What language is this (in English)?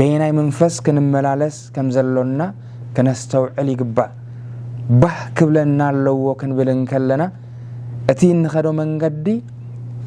Tigrinya